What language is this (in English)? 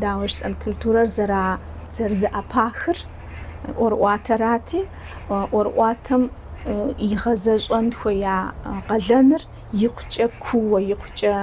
Kabardian